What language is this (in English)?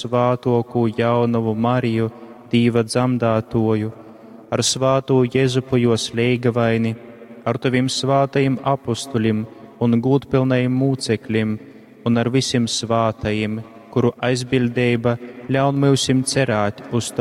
Latgalian